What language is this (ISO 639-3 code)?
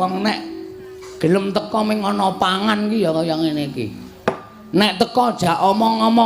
jav